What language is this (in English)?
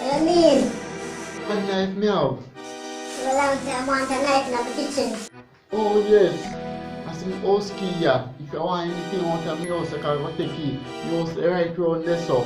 Jamaican Creole English